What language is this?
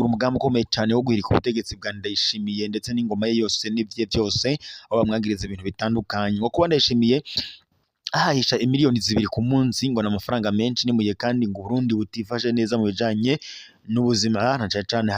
Rundi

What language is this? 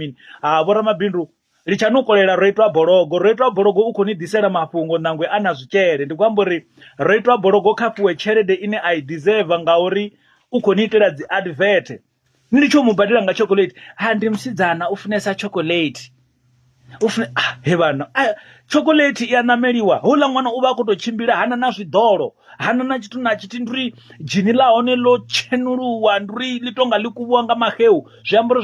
Venda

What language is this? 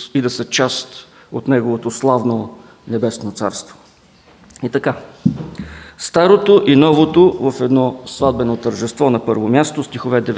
Bulgarian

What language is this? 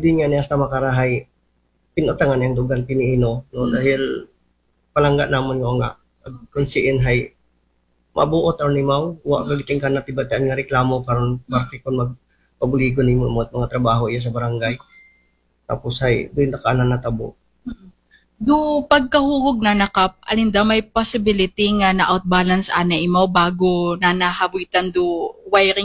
Aklanon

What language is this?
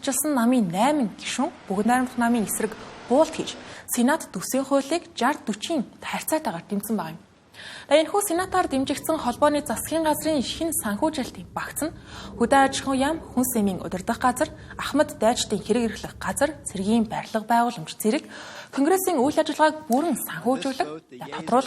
Mongolian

